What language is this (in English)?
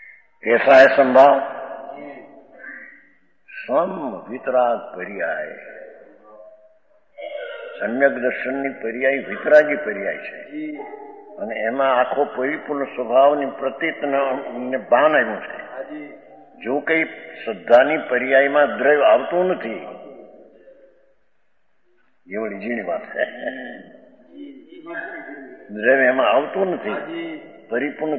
Gujarati